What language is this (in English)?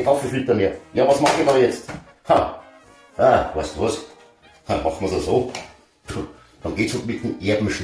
Bavarian